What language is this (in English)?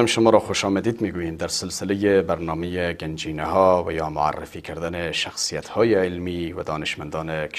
Persian